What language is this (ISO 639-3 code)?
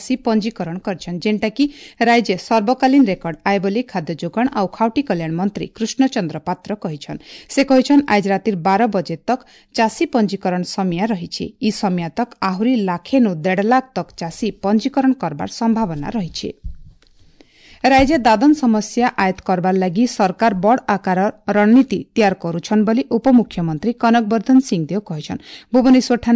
ori